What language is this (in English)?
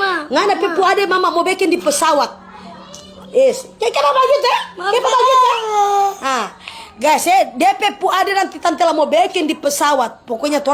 Manado Malay